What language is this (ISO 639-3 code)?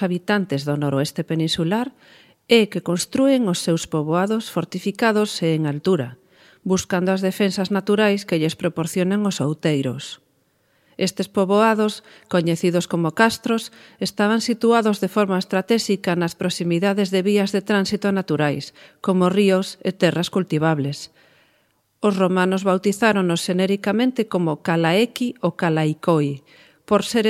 glg